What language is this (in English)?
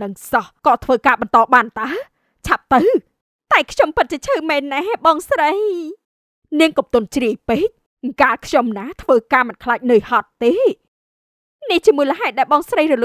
Khmer